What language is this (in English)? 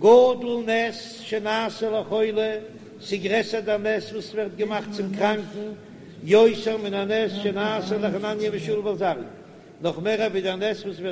Yiddish